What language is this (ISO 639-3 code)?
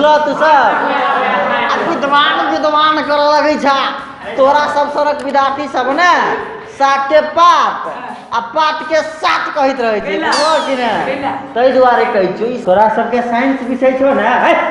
mai